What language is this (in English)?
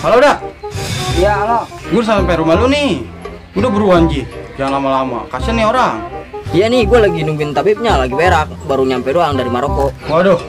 Betawi